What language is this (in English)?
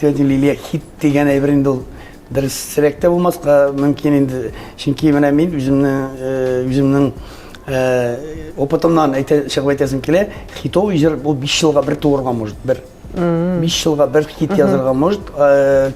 Tatar